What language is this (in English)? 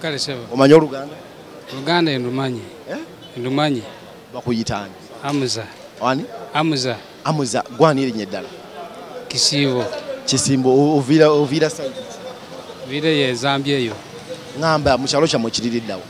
Ganda